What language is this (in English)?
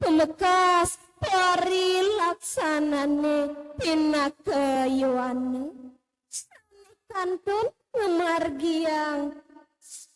Balinese